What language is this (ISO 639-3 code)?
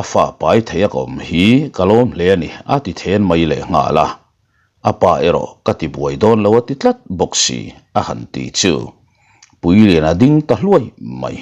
lus